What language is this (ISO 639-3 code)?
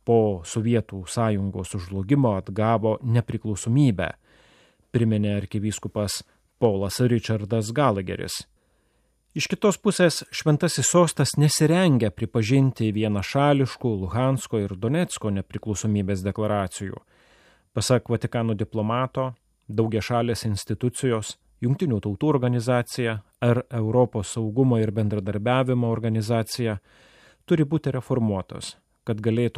lit